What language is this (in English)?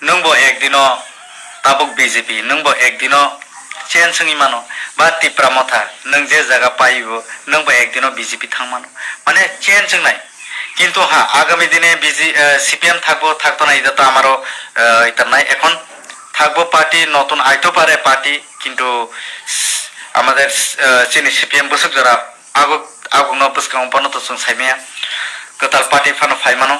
Kok Borok